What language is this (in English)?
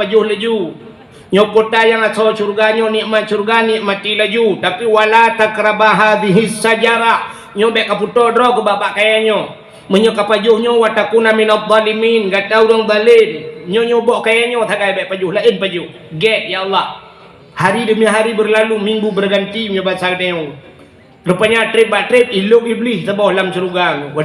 Achinese